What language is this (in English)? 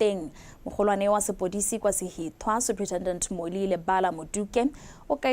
Tswana